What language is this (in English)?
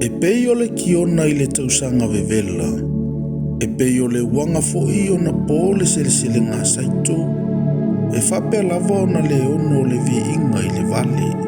Samoan